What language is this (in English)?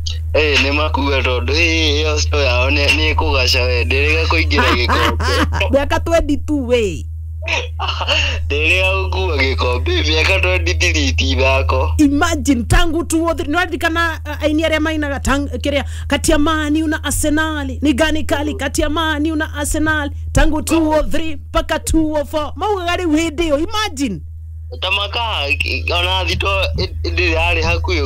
Kikuyu